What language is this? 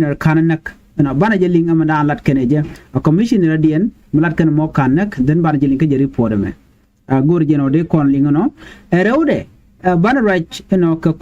Nuer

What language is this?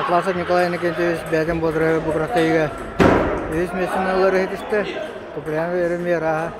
Yakut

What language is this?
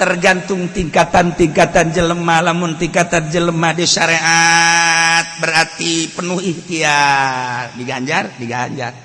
Sundanese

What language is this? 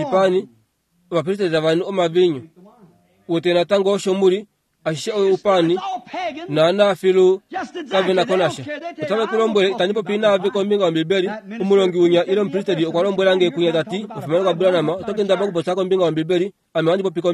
Kuanyama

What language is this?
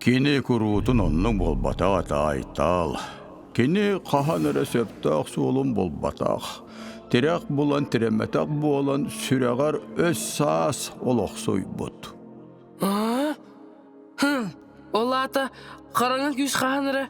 Yakut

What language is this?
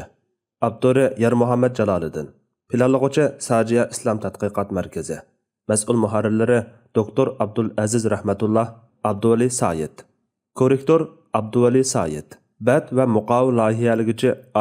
Uyghur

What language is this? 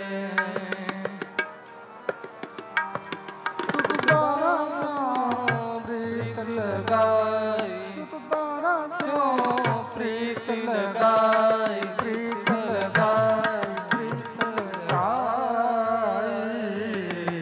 Punjabi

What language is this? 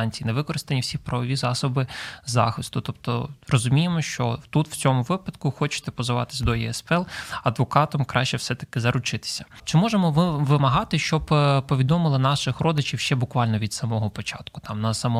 Ukrainian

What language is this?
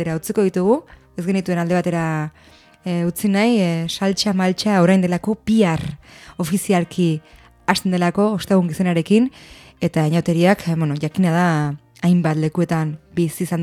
Basque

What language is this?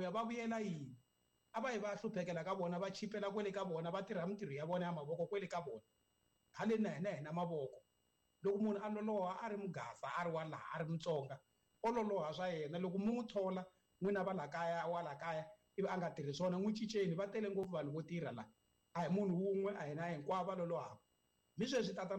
Tsonga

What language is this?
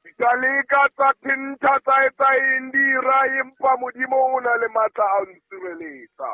Southern Sotho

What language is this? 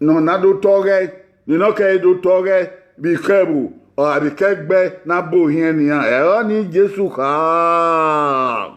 Bini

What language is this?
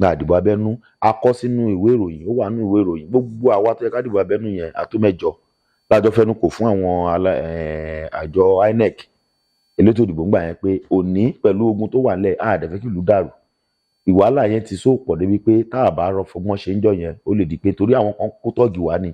Yoruba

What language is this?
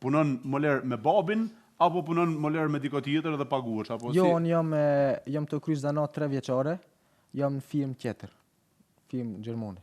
Albanian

